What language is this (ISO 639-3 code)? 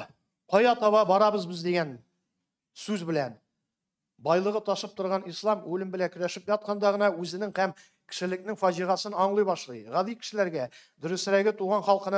tat